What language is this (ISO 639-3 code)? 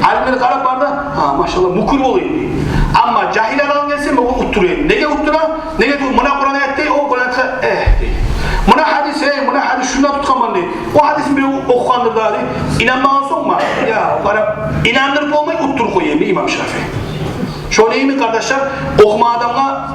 kum